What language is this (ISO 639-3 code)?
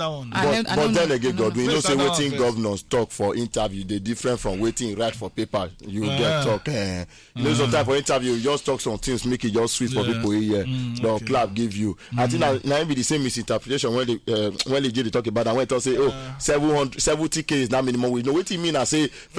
pcm